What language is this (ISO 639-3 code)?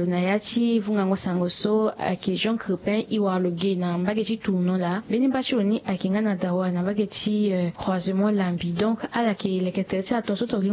sag